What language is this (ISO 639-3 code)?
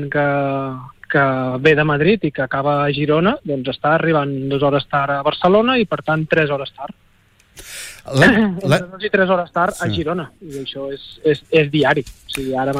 cat